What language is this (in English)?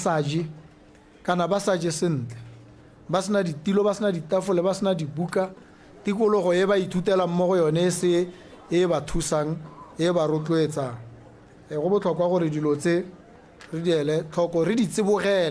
Tswana